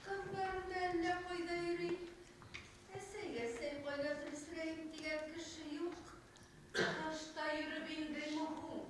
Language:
Bashkir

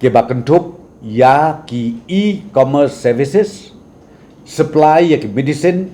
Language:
Khasi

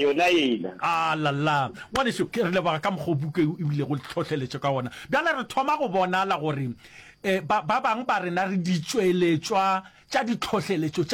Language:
Northern Sotho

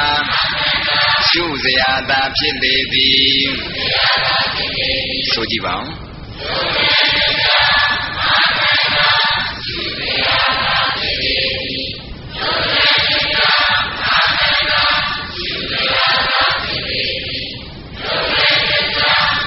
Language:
Burmese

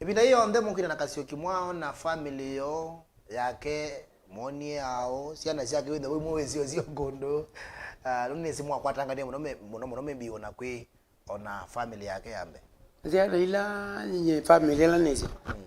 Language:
Kamba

